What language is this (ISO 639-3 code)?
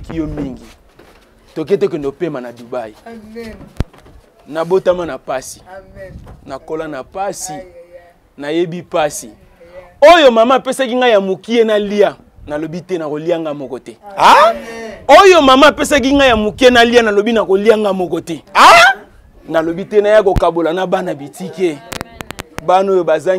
lin